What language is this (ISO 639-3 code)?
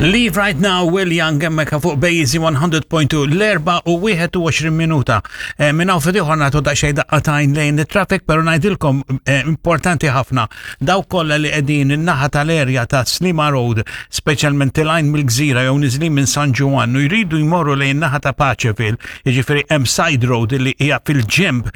mlt